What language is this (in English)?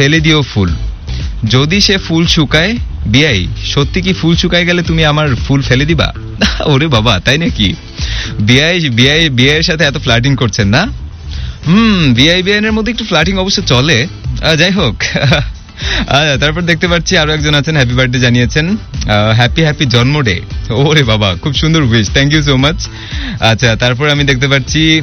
Bangla